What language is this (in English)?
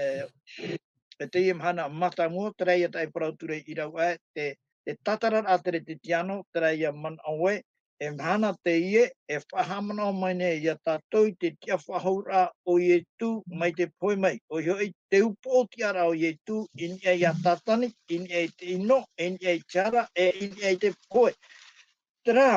Tahitian